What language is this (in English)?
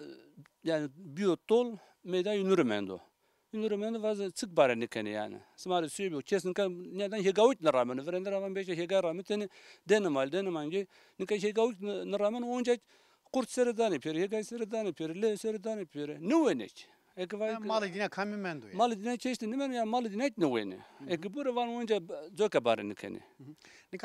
Zaza